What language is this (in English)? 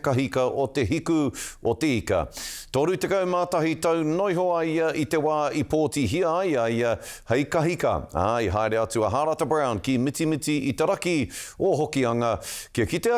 Māori